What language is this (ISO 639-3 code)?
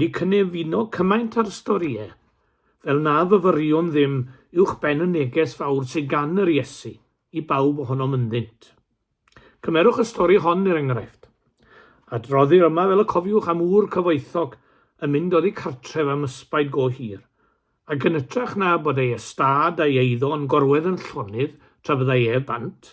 cym